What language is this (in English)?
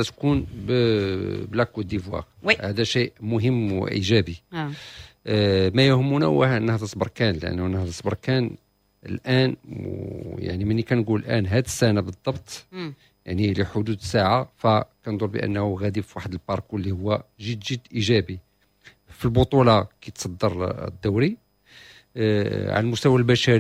Moroccan Arabic